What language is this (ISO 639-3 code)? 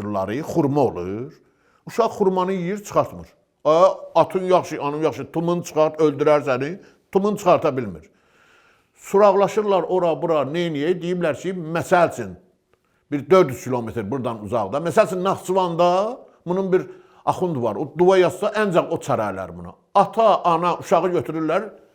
aze